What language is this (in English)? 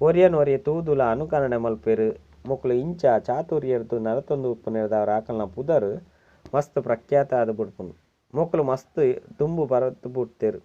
Tulu